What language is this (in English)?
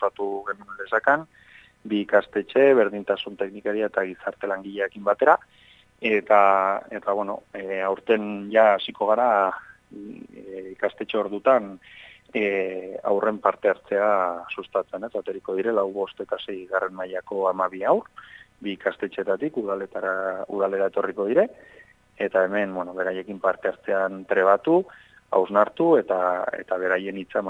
Basque